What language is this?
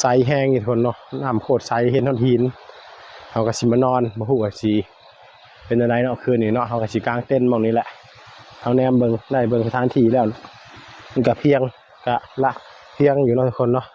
Northeastern Thai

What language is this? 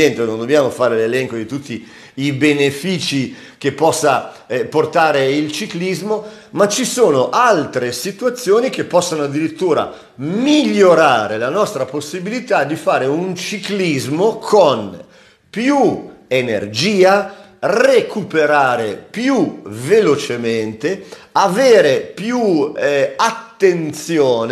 Italian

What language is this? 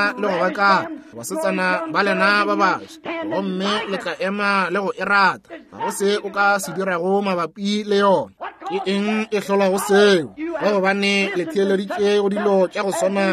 Northern Sotho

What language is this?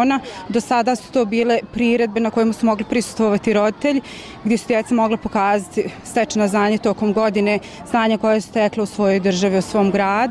Bosnian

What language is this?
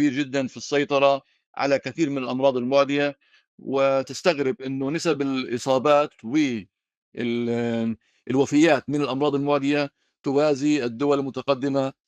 North Levantine Arabic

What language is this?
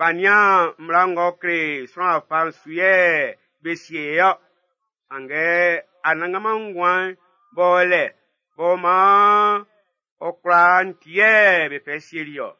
Baoulé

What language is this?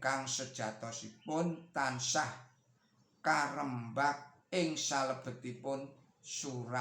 Javanese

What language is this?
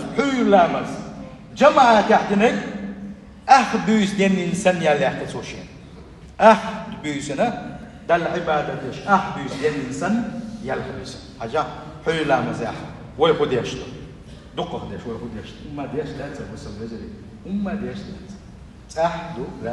Chechen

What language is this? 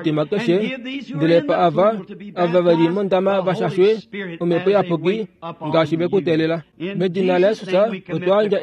Kuanyama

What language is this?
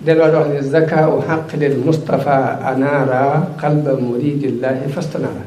Wolof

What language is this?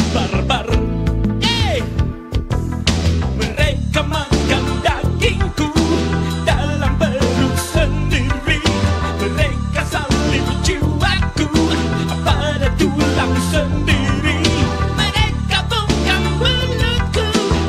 Indonesian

